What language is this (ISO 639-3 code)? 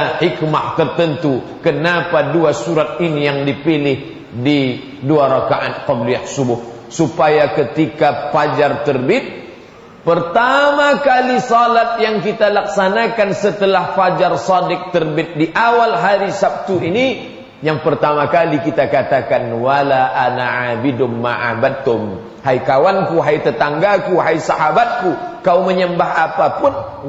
ind